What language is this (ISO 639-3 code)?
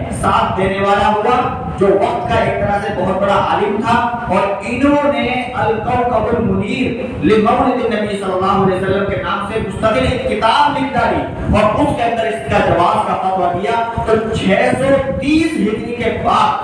urd